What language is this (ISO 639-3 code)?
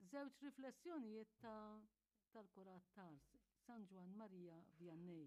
mlt